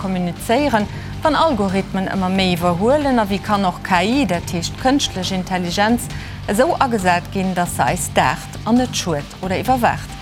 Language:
Luxembourgish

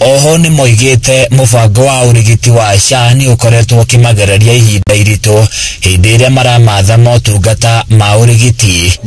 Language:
Kikuyu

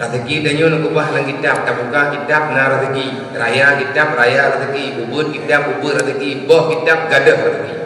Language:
Achinese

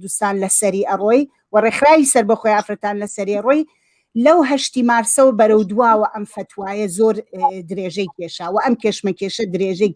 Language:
Central Kurdish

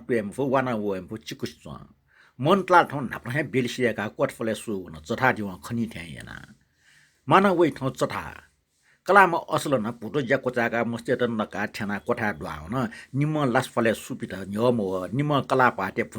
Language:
Newari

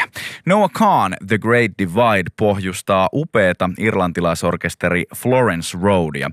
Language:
Finnish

